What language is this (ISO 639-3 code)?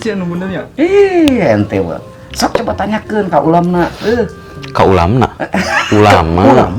sun